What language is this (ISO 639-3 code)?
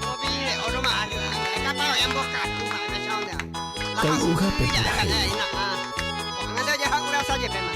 grn